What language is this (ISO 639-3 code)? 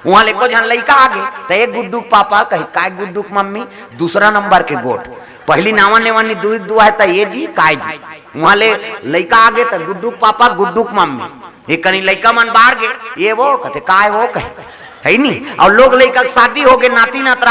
hne